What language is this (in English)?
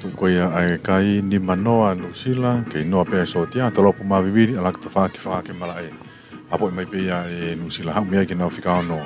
Tongan